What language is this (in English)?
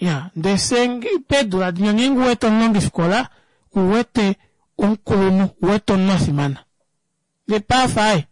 Kuanyama